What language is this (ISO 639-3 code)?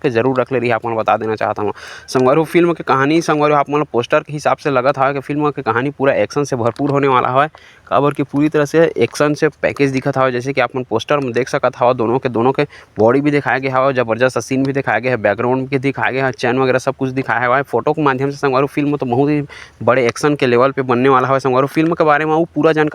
hne